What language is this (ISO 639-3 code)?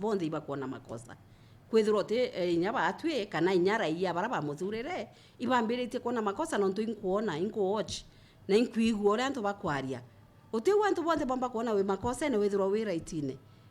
mer